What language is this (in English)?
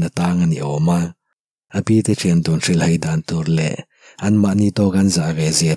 Mizo